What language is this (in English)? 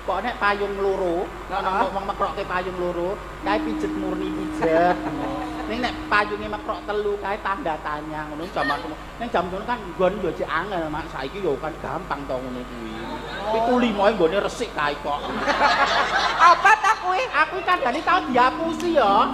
Javanese